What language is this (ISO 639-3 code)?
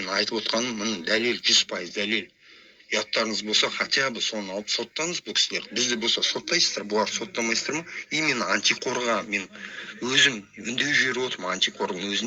kaz